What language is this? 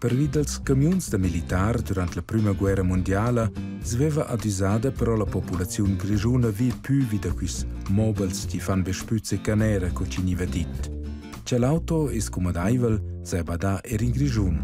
Romansh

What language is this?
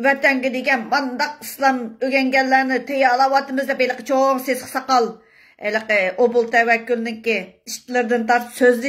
Uyghur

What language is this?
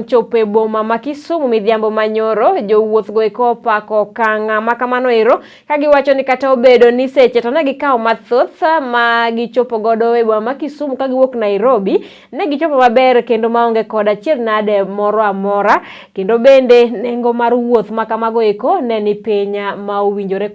Luo (Kenya and Tanzania)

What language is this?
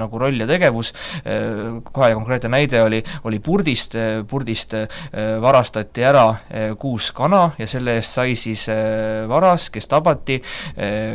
Estonian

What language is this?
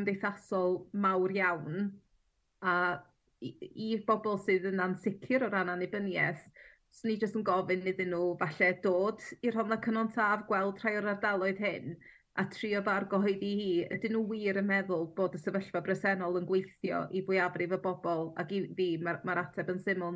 Welsh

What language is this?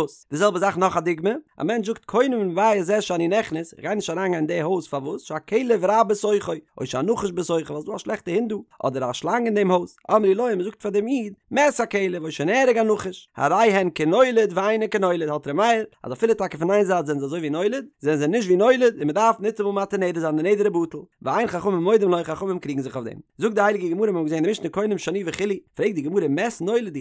Yiddish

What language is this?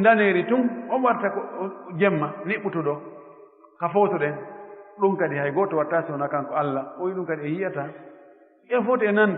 Fula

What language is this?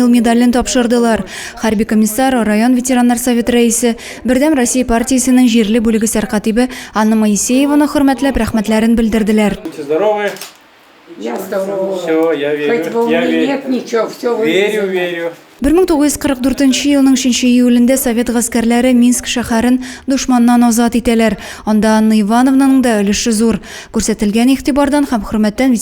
Tatar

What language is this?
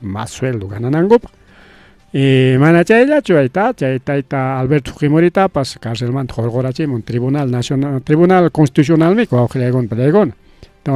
Ayacucho Quechua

